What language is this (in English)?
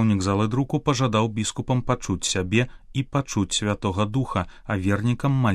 Belarusian